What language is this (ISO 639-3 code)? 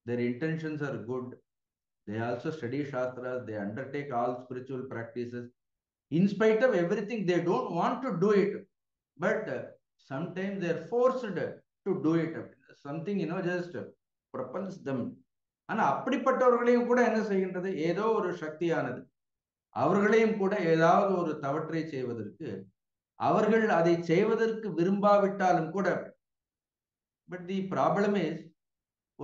tam